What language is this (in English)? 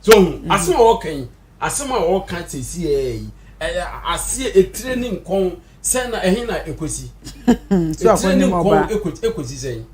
Akan